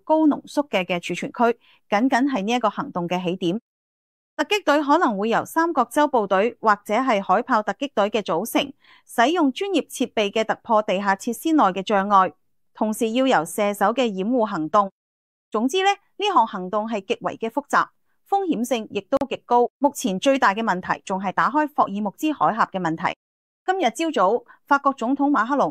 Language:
Cantonese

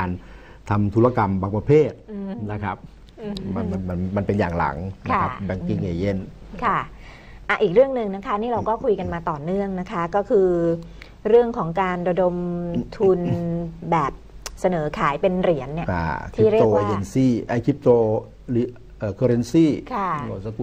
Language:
Thai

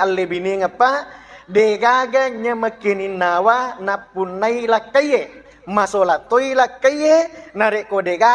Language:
Buginese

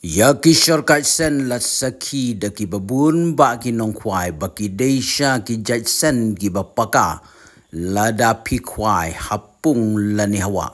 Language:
Khasi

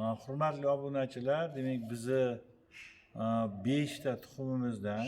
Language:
Uzbek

